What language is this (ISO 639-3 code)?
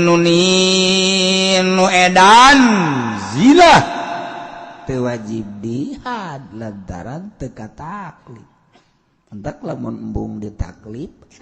sun